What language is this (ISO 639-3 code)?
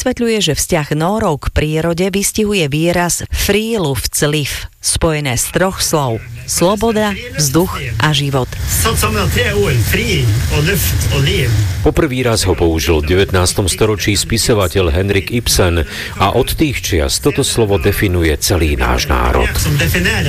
slk